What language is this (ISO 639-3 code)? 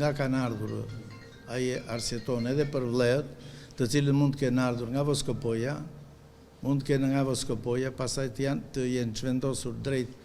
sqi